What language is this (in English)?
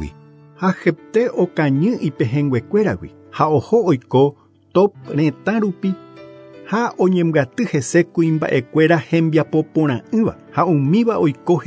Guarani